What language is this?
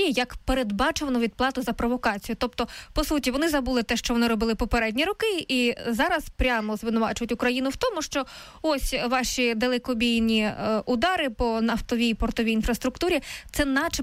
Ukrainian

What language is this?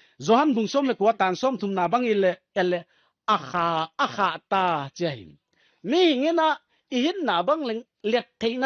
Paite Chin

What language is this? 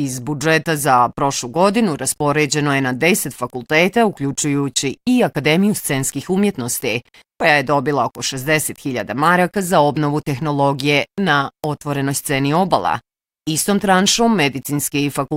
Bosnian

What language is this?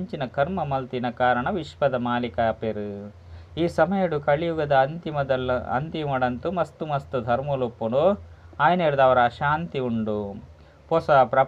Tulu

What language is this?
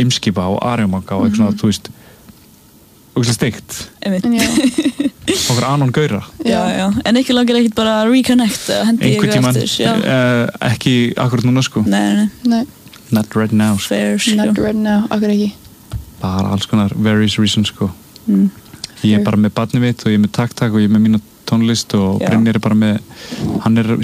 Icelandic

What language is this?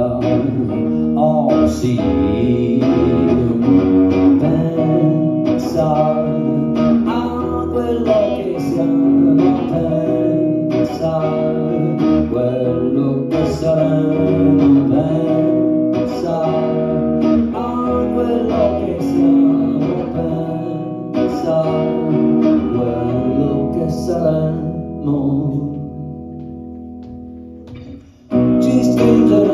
Italian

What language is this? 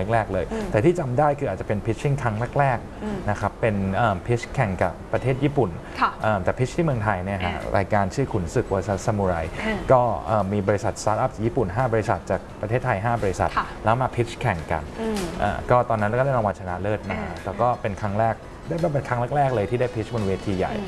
Thai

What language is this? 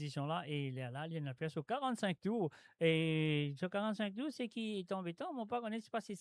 Morisyen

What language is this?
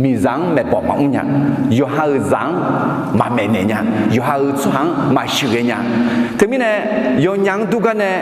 Akha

